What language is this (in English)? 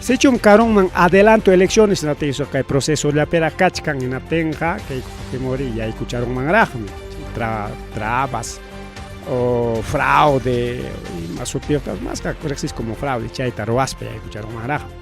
Ayacucho Quechua